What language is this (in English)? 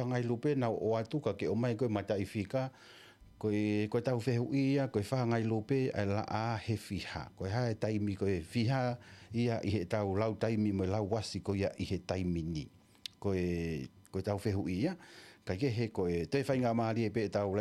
Tongan